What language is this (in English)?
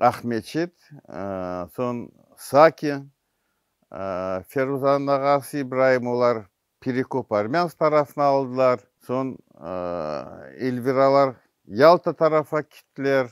Crimean Tatar